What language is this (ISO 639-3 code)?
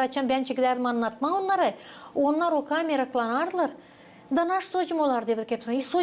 gag